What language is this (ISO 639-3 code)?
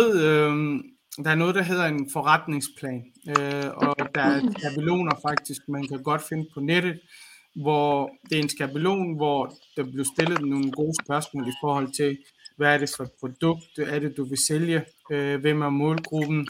dan